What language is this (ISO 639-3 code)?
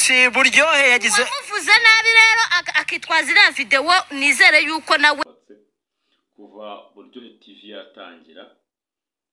kin